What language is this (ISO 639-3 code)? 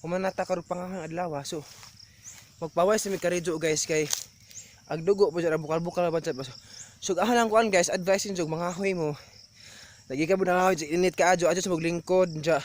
ceb